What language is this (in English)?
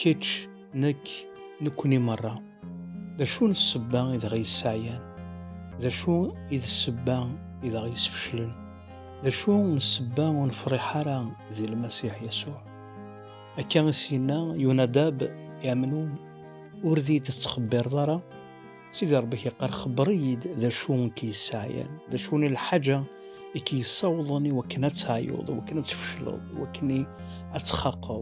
Kabyle